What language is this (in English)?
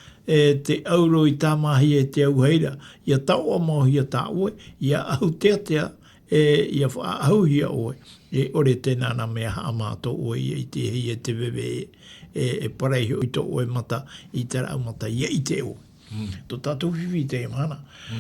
Tahitian